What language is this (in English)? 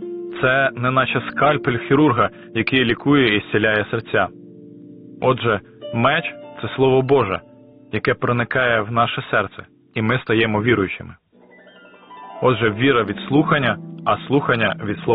Ukrainian